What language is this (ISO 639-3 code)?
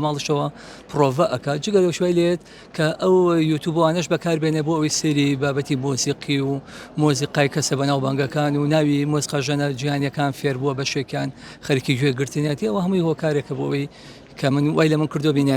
ckb